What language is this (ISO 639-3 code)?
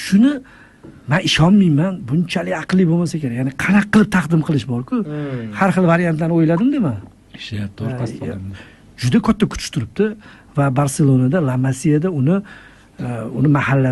uzb